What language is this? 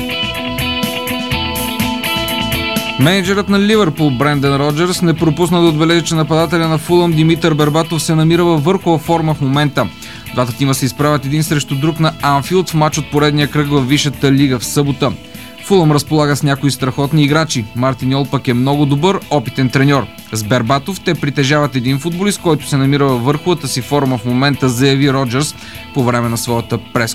Bulgarian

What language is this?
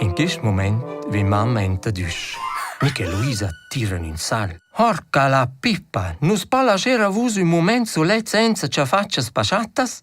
Romansh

